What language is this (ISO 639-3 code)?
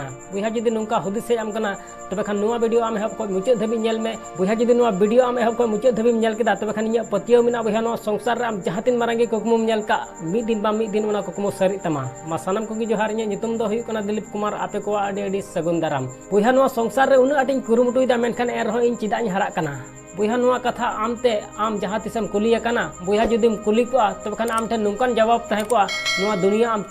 sat